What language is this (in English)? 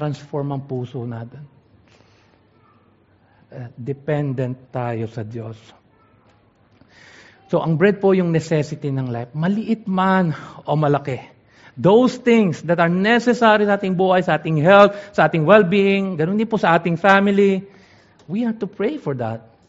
Filipino